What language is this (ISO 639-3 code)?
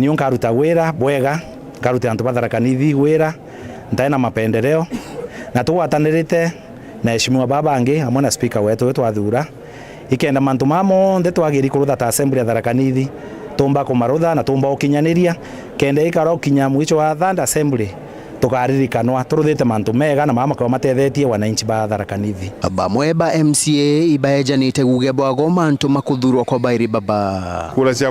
mer